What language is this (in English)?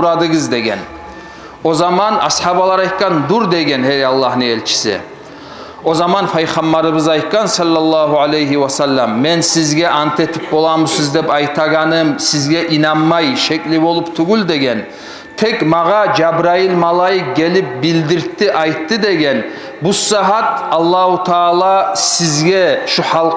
Kumyk